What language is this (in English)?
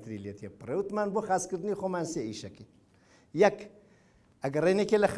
Central Kurdish